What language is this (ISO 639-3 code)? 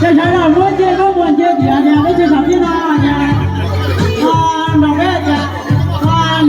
hmn